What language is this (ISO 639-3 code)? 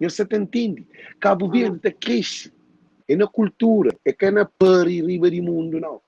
kea